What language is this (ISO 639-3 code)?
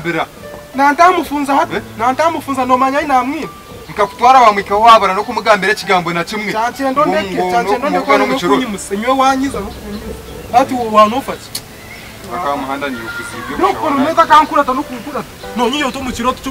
nyn